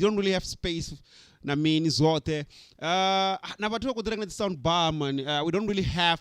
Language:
Venda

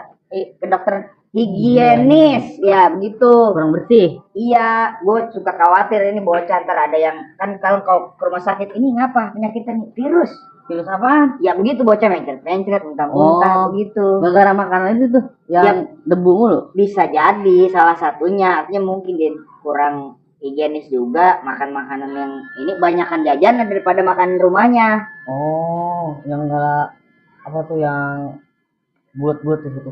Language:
Betawi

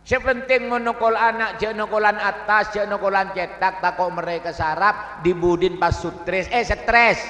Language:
Madurese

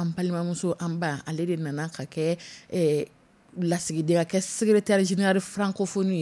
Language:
Dyula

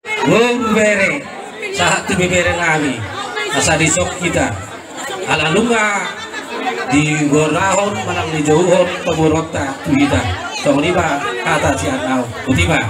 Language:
Batak Toba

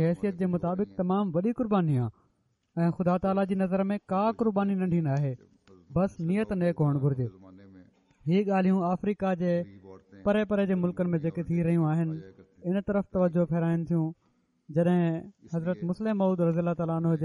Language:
Sindhi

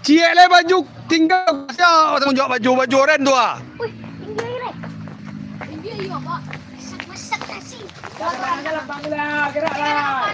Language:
Minangkabau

